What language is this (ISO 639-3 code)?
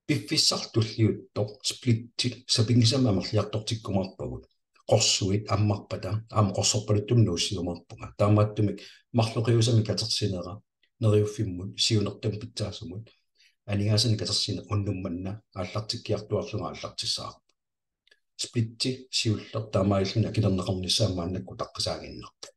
kal